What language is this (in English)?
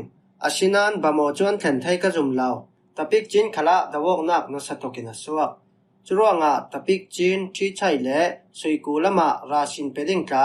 Falam Chin